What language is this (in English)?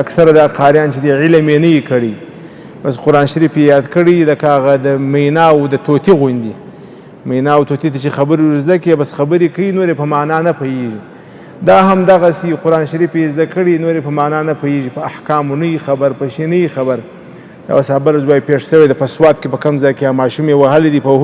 Pashto